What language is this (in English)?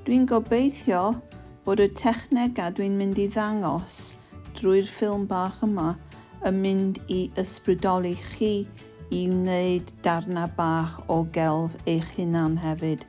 Welsh